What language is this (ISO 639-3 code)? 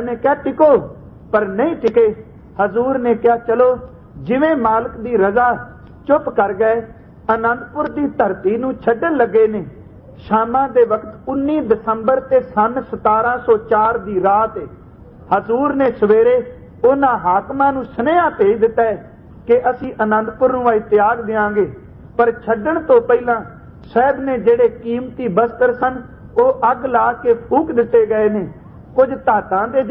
pan